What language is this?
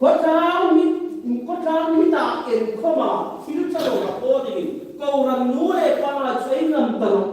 Hmar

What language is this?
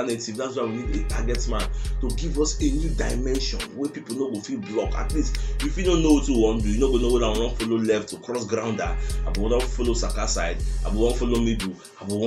Nigerian Pidgin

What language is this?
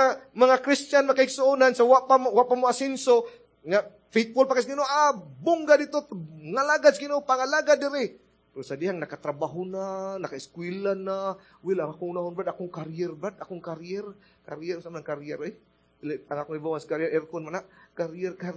Cebuano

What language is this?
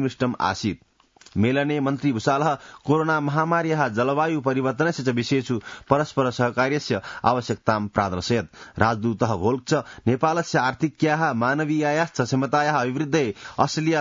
Sanskrit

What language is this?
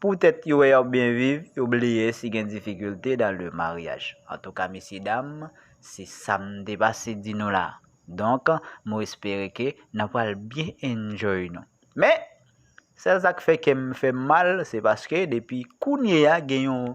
Haitian Creole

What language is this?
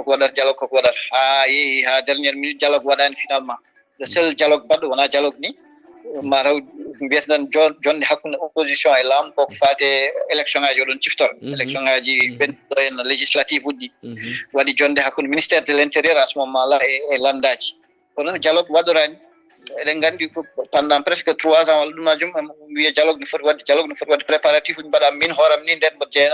Fula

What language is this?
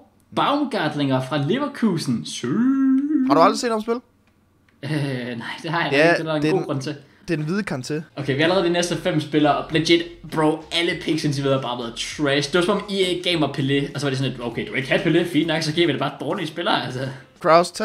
Danish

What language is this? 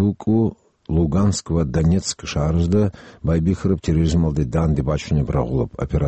Avaric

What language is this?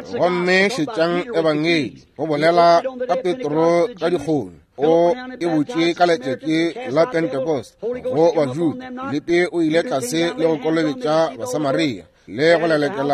Northern Sotho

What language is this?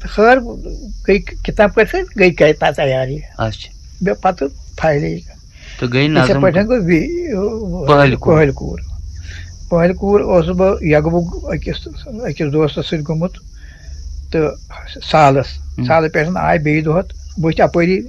Kashmiri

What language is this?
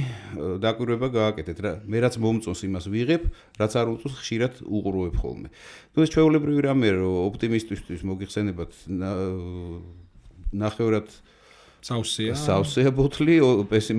Georgian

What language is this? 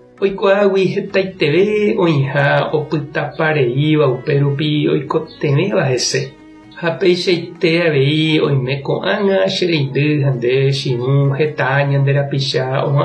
Guarani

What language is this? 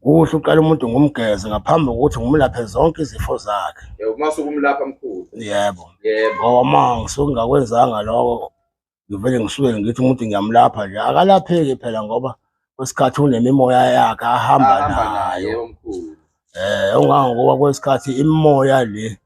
Zulu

